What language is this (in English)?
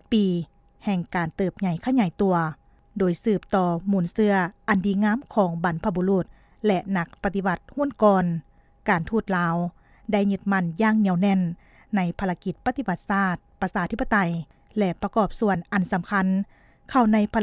Lao